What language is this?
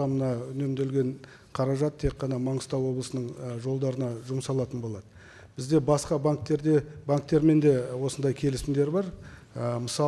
Kazakh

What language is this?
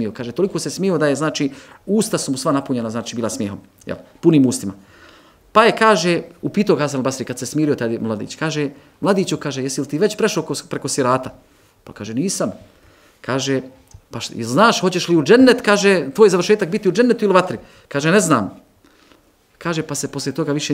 Bosnian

